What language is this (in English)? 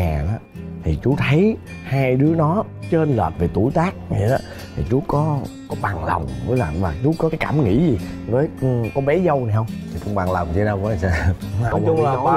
Vietnamese